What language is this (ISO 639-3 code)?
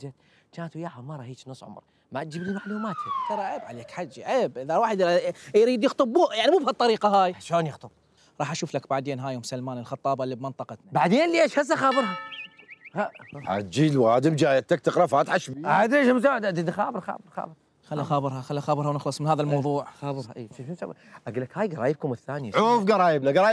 acm